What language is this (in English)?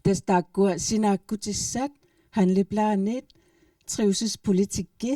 Kalaallisut